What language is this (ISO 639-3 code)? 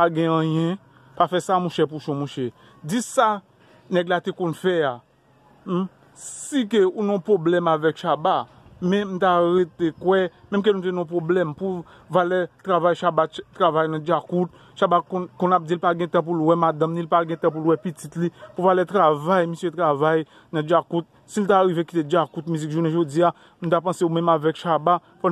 hat